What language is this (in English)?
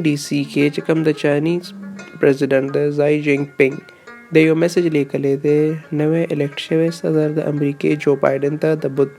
Pashto